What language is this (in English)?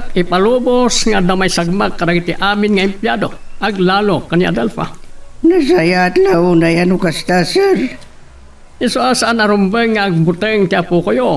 Iloko